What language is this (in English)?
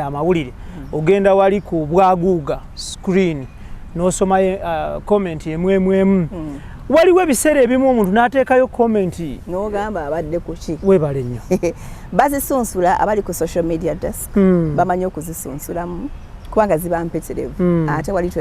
Ganda